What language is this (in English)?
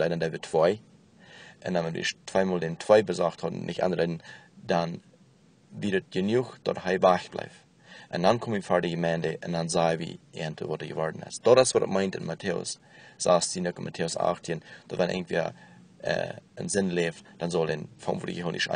Plautdietsch